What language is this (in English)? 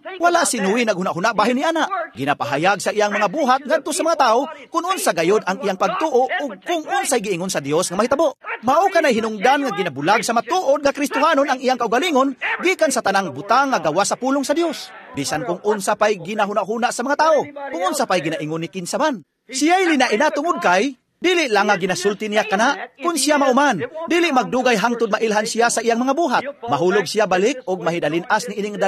Cebuano